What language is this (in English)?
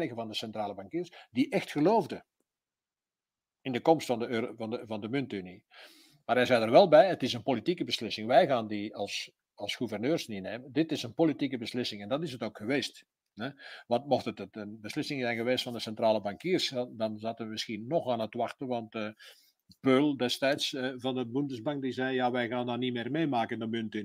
Dutch